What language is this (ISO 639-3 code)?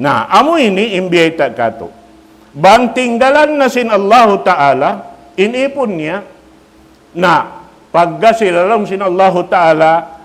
tsg